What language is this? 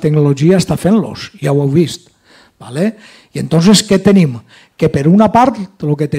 Catalan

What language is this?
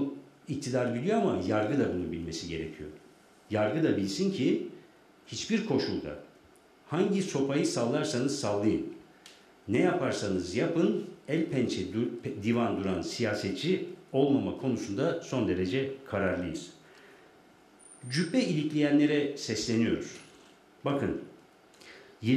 Turkish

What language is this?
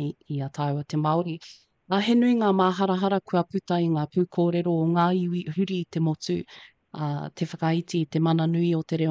Māori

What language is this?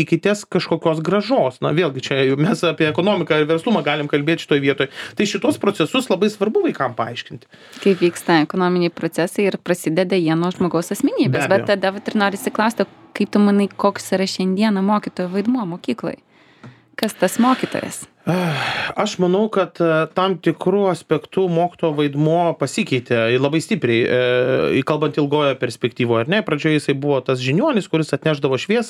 Lithuanian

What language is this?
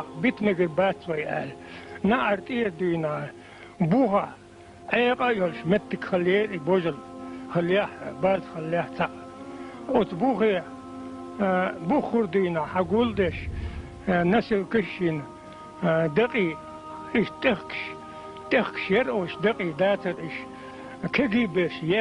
Chechen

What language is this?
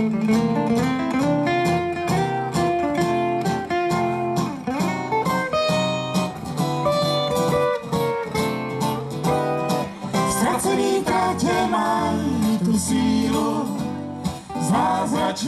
Czech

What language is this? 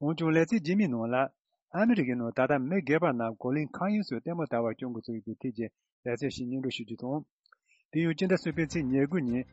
Tibetan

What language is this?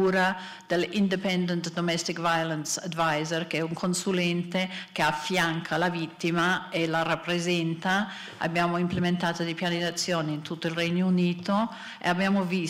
Italian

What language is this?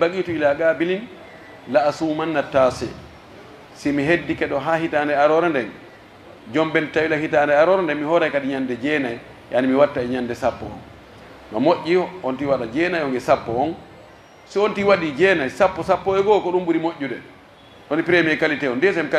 Pular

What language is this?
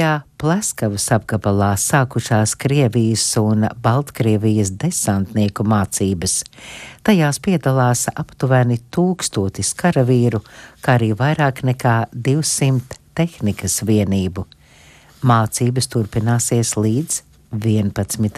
Latvian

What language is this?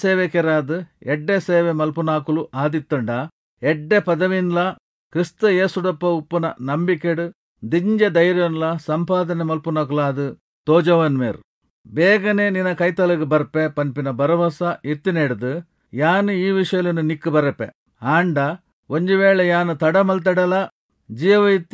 Tulu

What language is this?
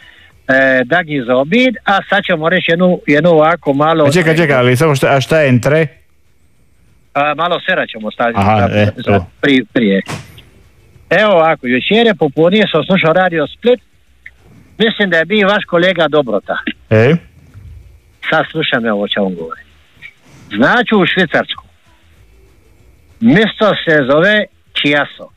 Croatian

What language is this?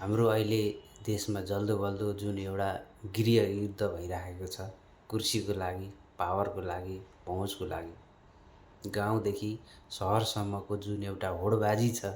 Nepali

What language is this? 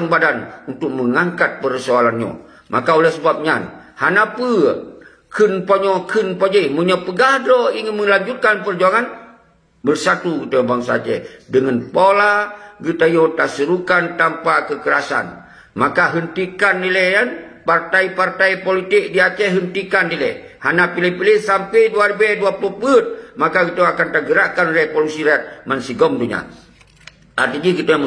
Achinese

